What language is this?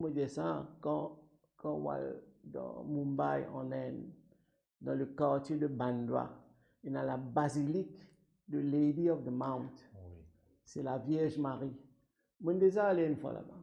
Morisyen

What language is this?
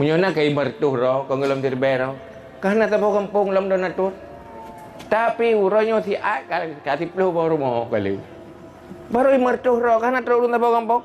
Achinese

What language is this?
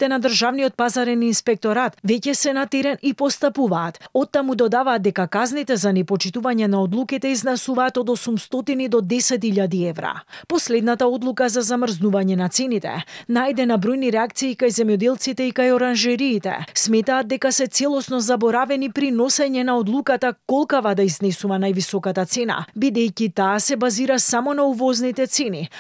Macedonian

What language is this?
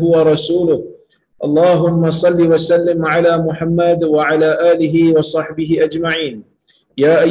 Malay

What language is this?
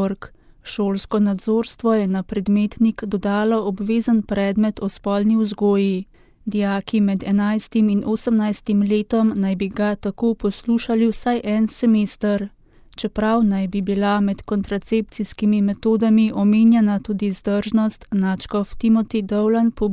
Slovenian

